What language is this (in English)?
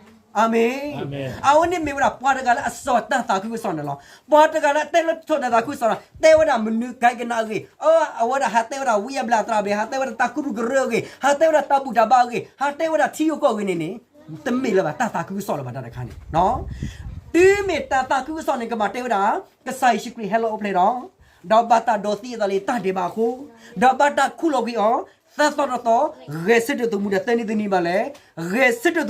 S'gaw Karen